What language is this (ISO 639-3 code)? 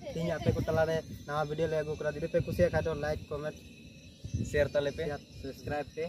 sat